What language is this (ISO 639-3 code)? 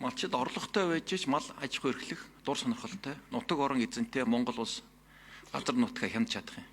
mon